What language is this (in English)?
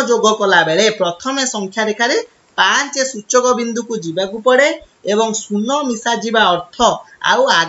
Odia